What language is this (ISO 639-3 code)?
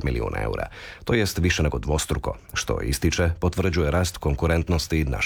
hrv